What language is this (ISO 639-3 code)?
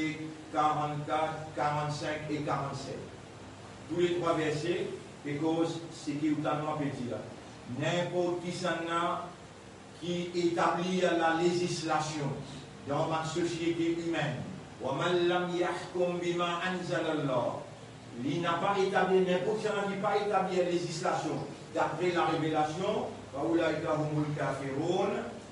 mfe